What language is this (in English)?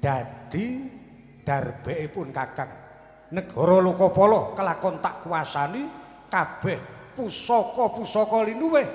Javanese